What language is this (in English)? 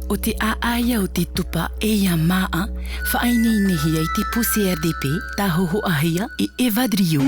Tahitian